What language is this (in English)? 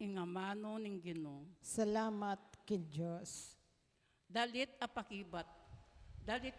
Pampanga